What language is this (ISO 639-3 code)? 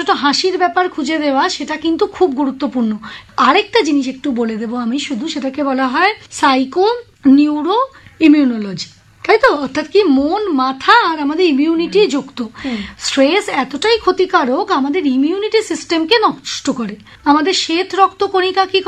ben